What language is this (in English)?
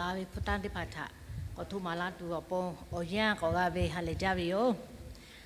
Lahu